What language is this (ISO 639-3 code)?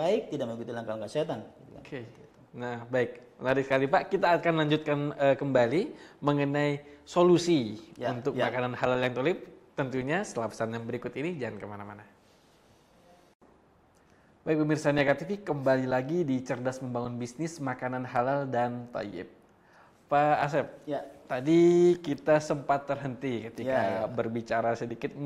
ind